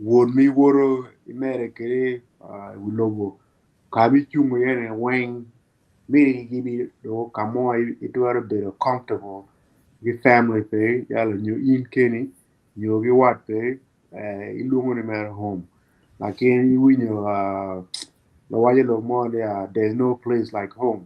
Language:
Acoli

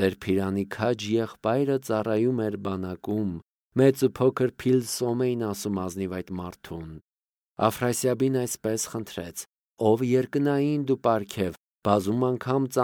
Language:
Armenian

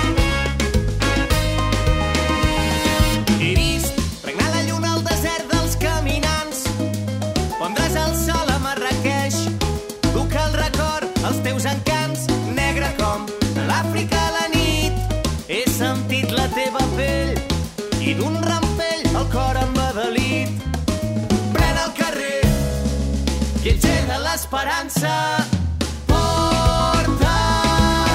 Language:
Catalan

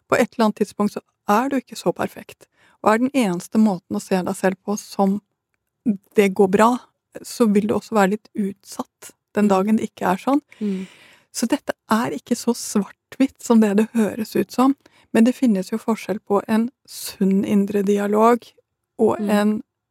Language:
Norwegian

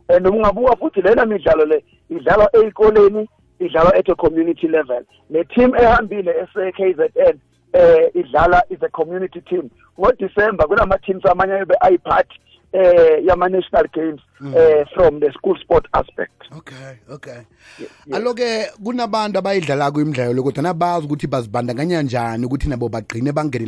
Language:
South Ndebele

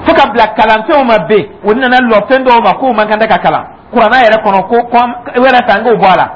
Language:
Dyula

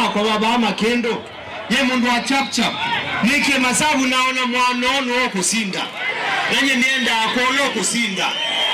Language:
Kamba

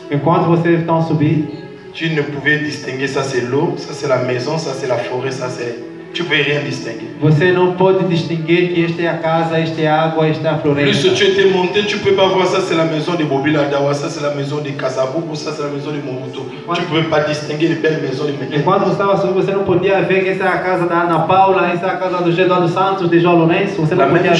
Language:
French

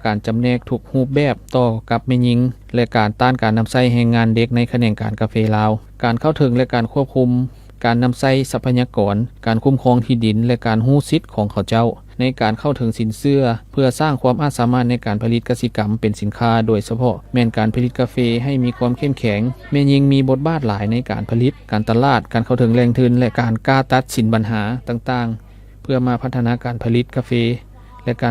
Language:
Lao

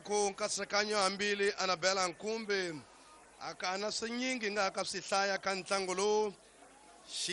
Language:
Tsonga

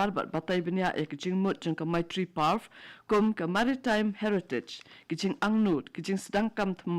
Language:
Khasi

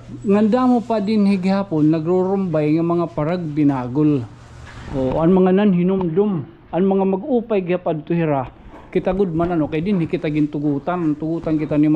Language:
Waray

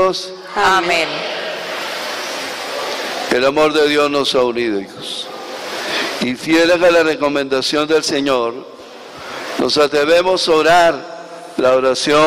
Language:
Spanish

